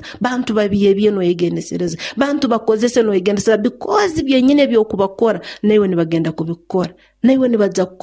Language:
Nyoro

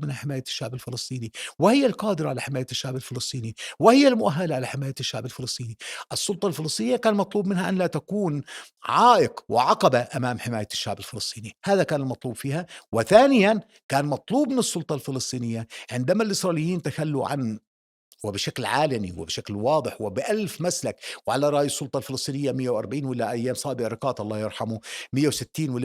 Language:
North Levantine Arabic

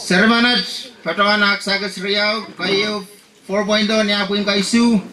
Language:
Pohnpeian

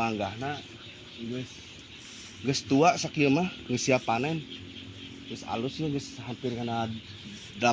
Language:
Sundanese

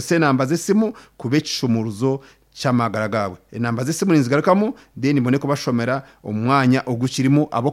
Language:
Nyankole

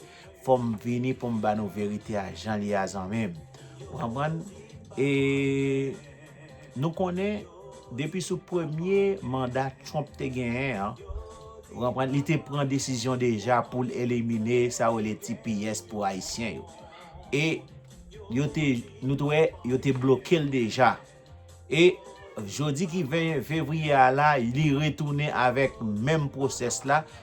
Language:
Haitian Creole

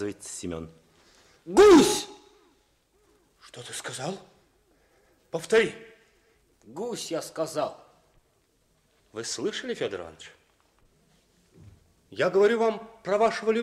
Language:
Russian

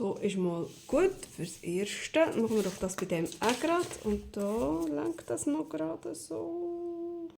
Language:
Swiss German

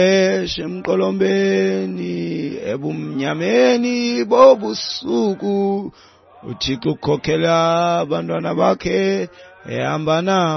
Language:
Xhosa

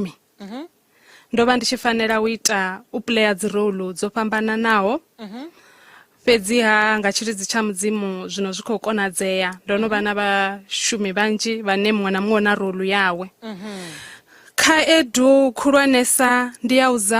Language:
Venda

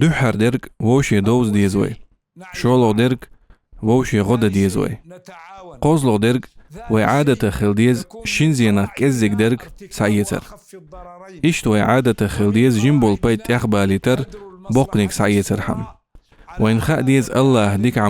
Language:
Chechen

